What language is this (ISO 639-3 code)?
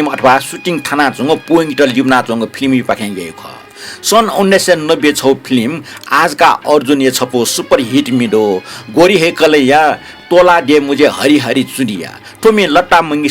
new